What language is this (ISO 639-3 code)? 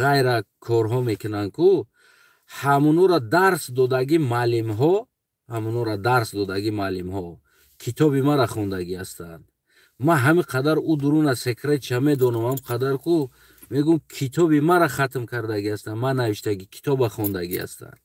tgk